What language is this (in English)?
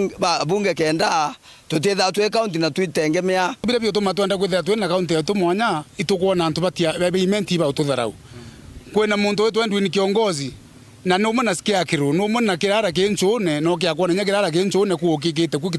Meru